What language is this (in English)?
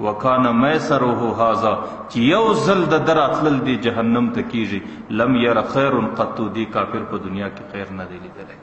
Pashto